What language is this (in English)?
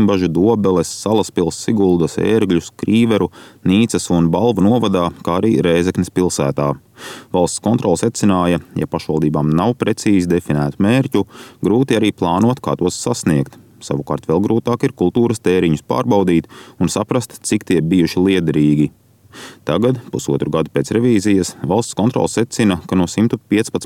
Latvian